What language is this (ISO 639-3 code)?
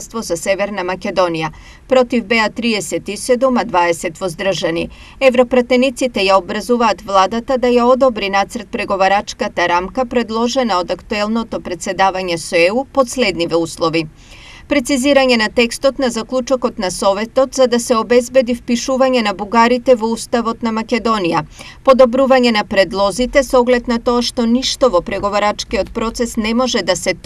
mkd